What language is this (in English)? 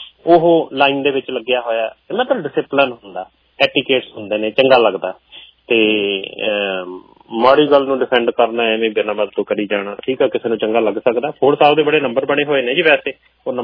Punjabi